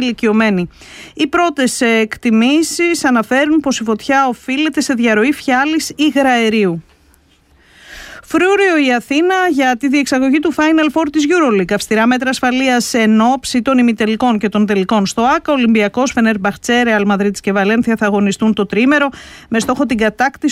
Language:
Greek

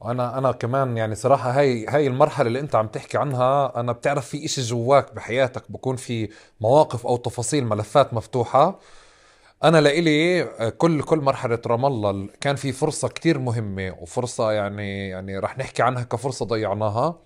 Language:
North Levantine Arabic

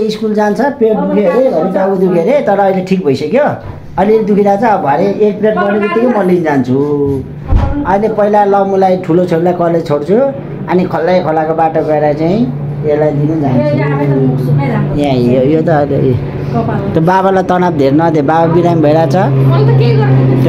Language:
Nepali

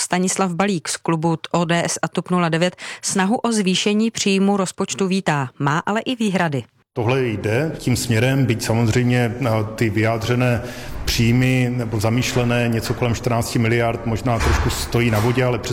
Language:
Czech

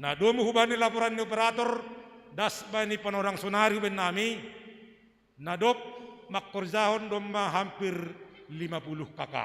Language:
Batak Simalungun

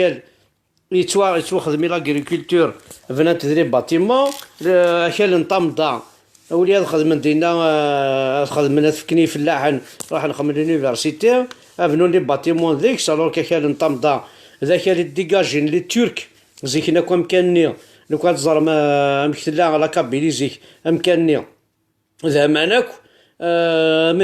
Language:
Kabyle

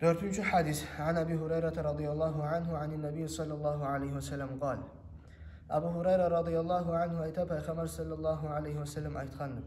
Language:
Kumyk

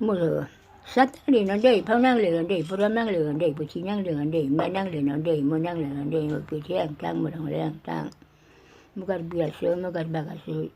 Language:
Karbi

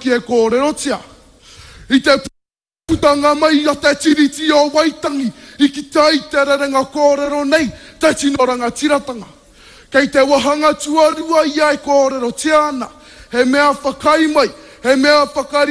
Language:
Māori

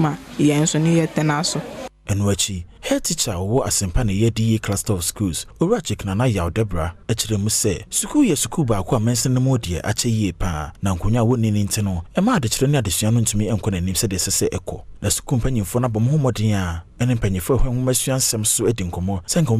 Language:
Akan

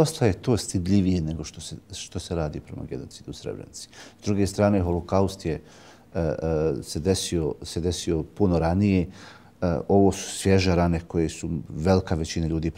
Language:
Bosnian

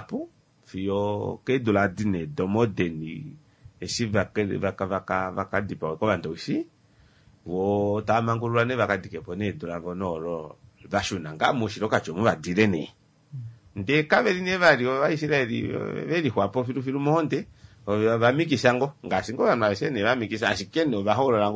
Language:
Kuanyama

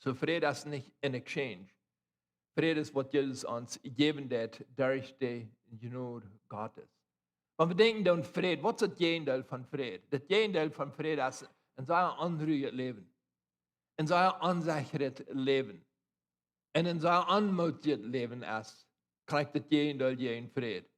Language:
Plautdietsch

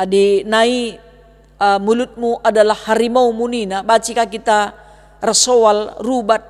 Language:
Batak Karo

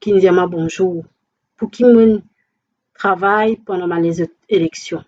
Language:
Morisyen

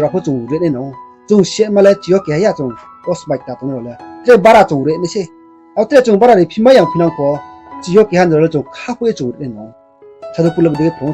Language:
Riang (India)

